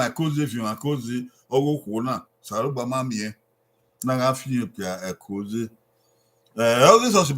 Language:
Bini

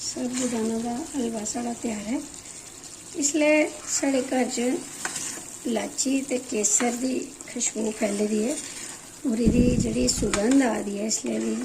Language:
Dogri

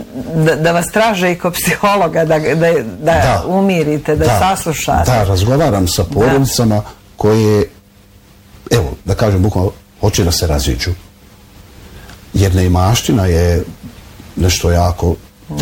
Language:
Bosnian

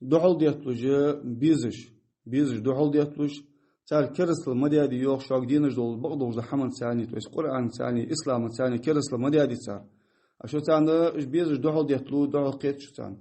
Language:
Ingush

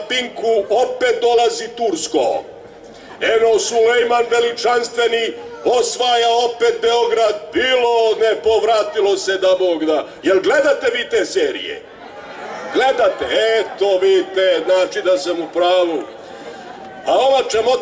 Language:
Serbian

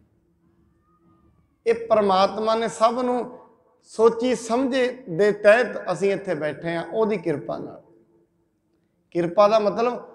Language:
Punjabi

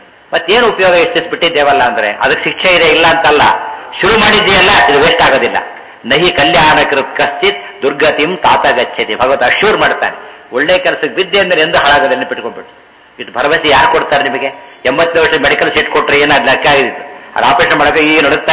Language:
Kannada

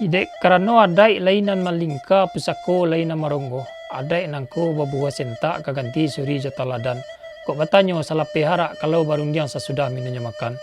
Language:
Minangkabau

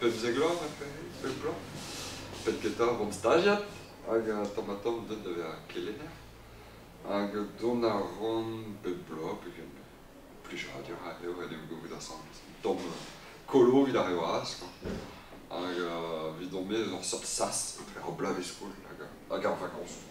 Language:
Breton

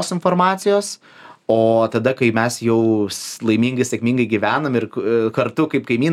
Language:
Lithuanian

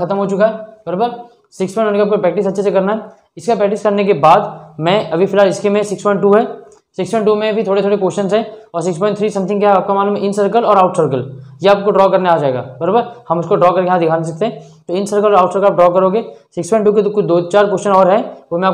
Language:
Hindi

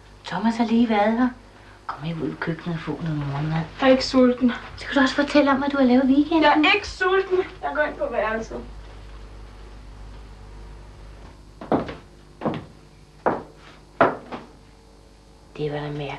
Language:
Danish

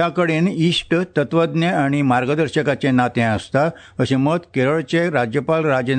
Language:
Konkani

